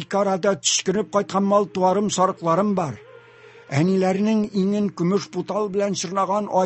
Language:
Tatar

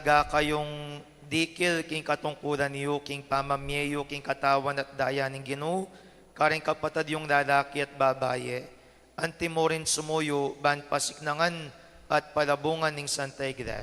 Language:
Pampanga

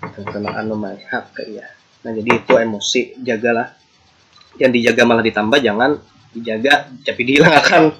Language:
Banjar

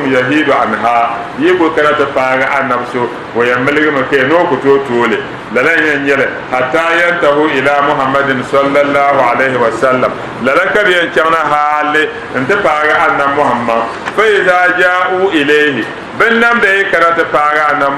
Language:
Dagbani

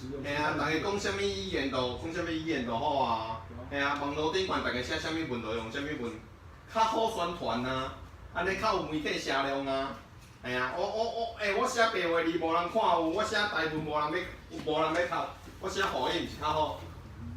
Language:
Min Nan Chinese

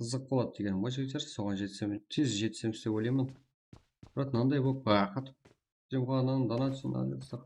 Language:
Kara-Kalpak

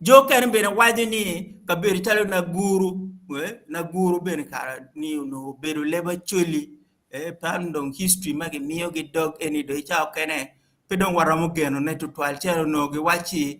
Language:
Acoli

